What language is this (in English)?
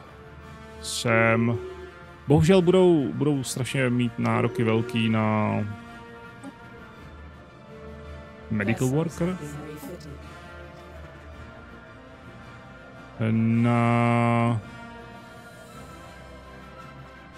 Czech